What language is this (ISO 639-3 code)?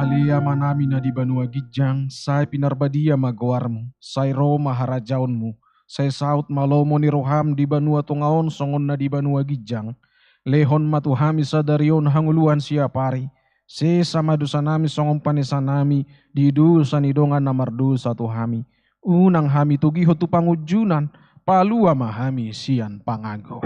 bbc